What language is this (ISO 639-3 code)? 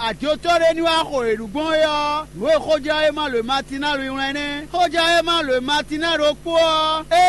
fon